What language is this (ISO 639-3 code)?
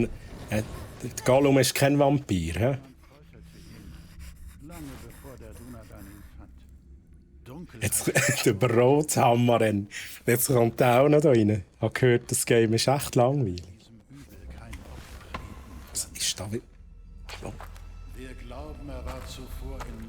gsw